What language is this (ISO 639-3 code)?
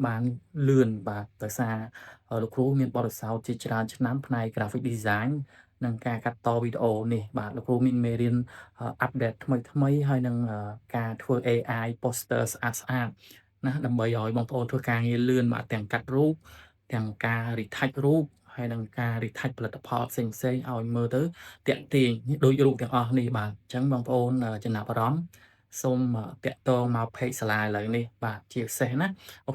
khm